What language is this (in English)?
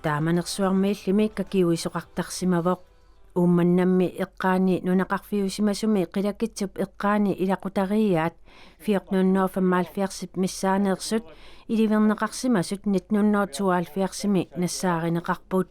Kalaallisut